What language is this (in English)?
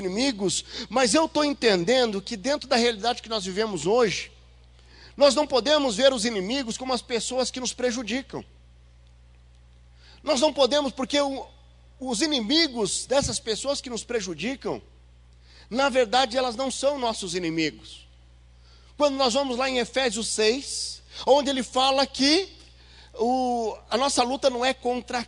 Portuguese